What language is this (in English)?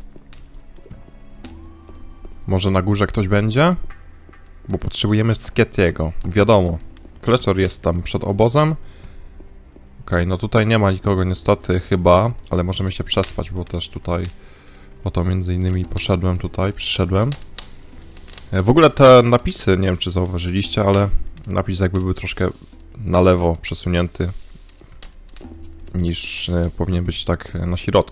Polish